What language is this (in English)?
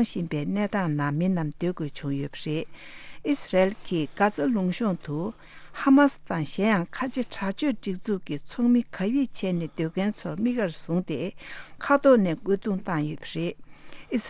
Tibetan